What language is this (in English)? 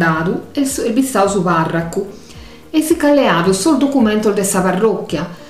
Sardinian